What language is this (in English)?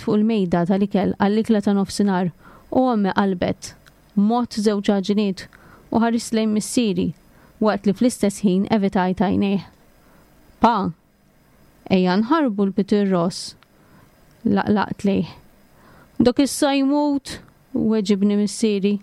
Maltese